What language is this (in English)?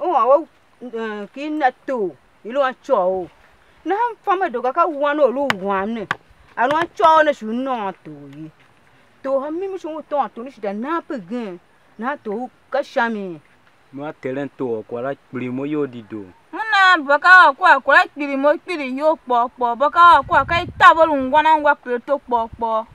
Tiv